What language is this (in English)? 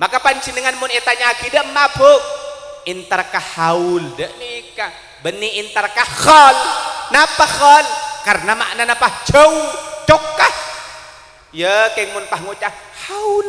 Madurese